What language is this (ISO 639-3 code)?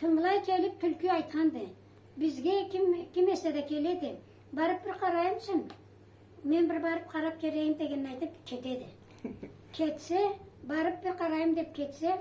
krc